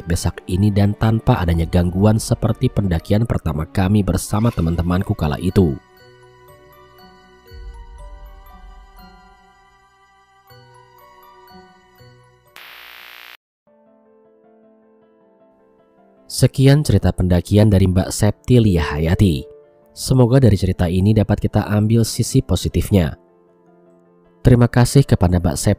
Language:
Indonesian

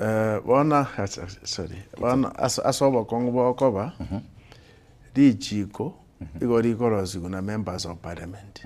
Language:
Gusii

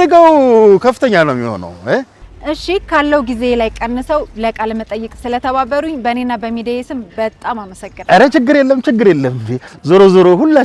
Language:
Amharic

